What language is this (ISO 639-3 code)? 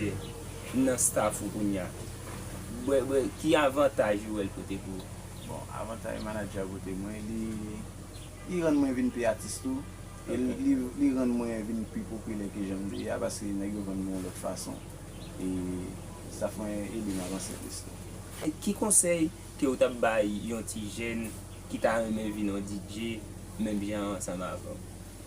hat